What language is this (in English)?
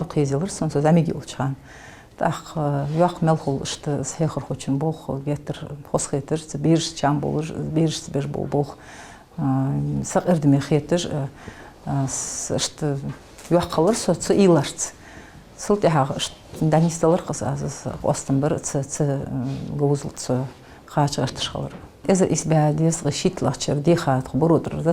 Ingush